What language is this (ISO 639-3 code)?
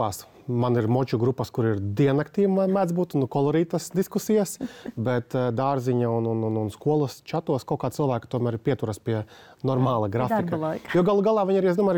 lav